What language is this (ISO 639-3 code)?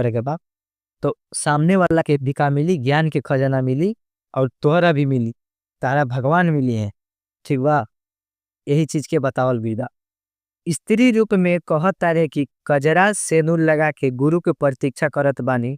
bho